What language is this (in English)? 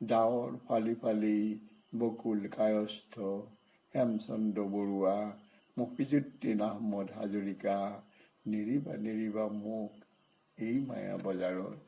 Assamese